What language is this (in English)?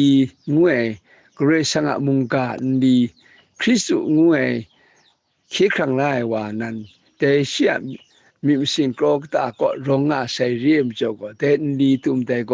Kachin